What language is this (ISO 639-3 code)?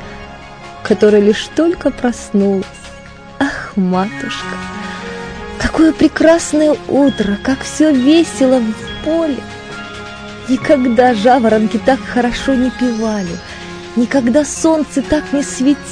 rus